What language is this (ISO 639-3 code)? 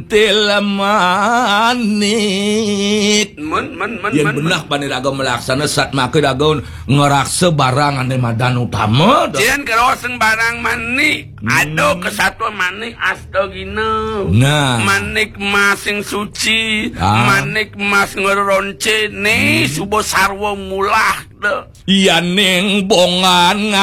ban